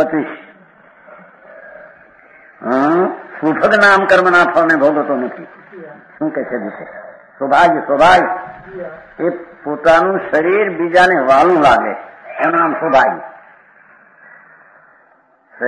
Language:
Gujarati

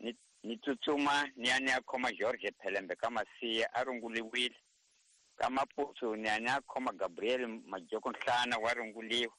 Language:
Tsonga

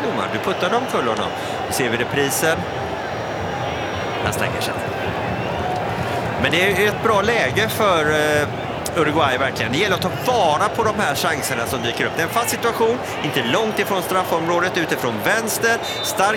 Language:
Swedish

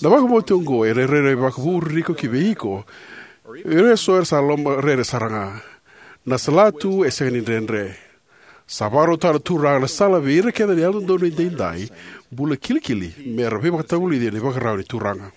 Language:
Fijian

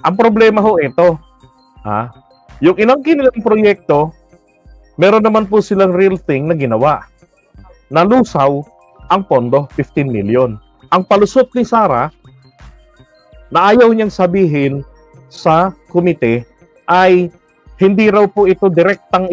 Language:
Filipino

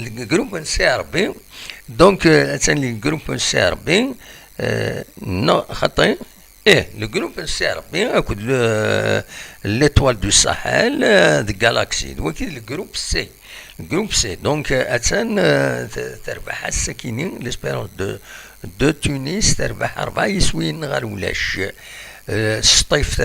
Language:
Kabyle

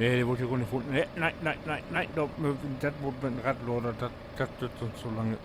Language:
Low German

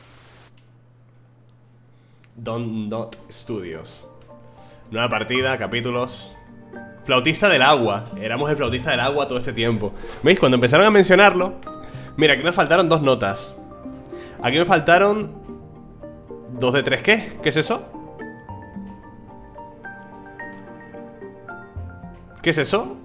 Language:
Spanish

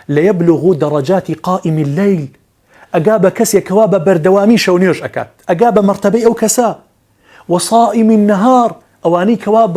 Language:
Central Kurdish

